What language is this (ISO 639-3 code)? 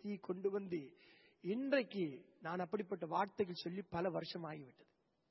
tam